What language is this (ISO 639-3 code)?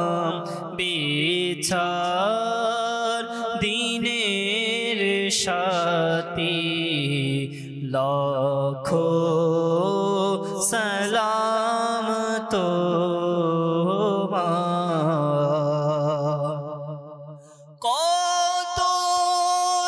ben